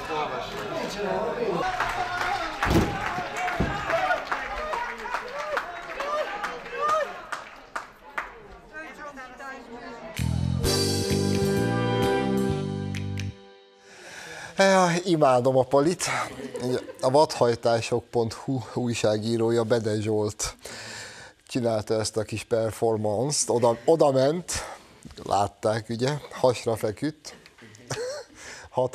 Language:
Hungarian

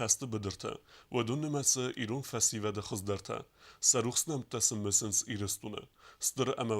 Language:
Ossetic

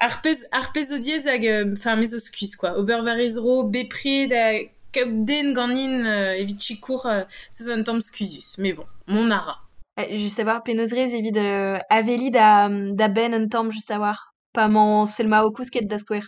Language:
Breton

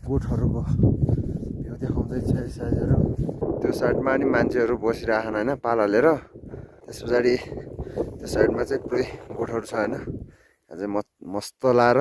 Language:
Nepali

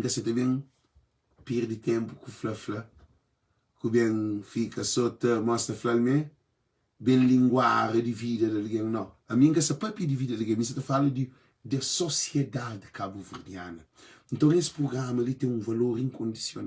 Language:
Kabuverdianu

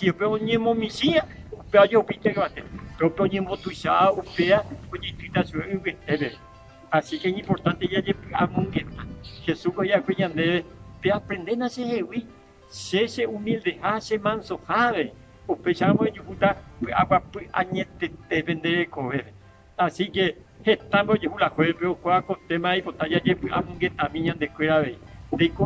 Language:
Guarani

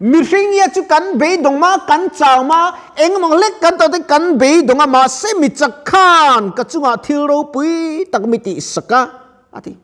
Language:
Mizo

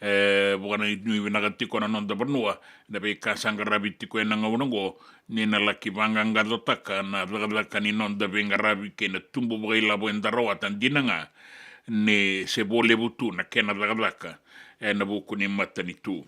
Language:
Fijian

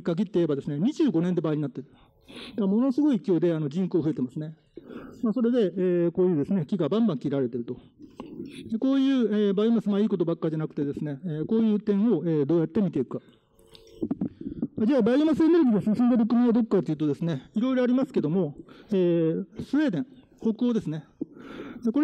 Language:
Japanese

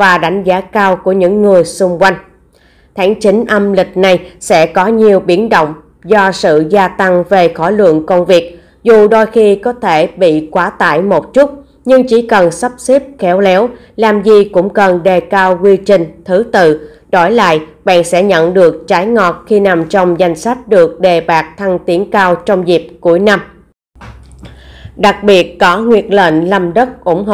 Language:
Vietnamese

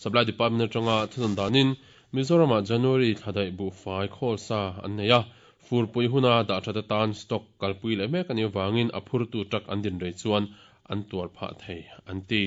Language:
Mizo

